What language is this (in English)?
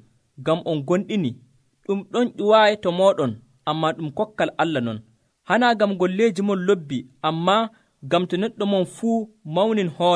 Nigerian Fulfulde